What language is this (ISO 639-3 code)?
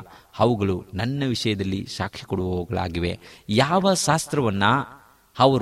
kan